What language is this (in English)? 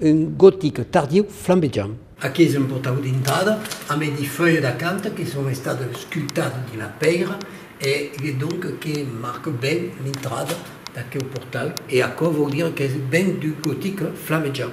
Occitan